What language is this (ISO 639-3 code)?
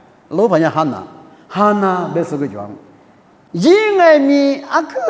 lis